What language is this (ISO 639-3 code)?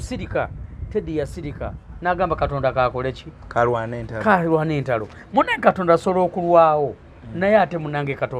lug